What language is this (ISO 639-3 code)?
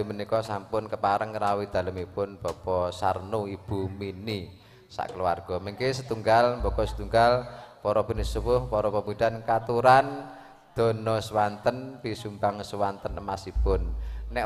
jav